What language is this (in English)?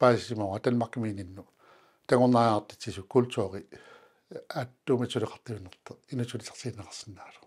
Kalaallisut